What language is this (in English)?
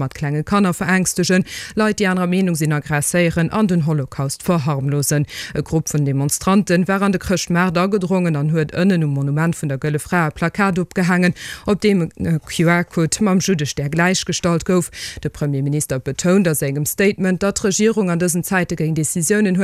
Luxembourgish